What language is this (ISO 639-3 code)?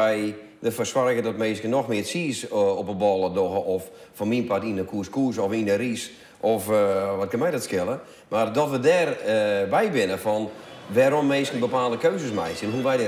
fry